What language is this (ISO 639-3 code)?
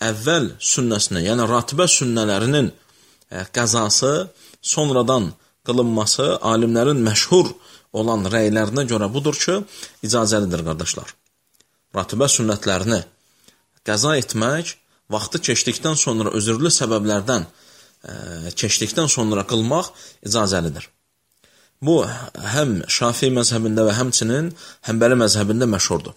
aze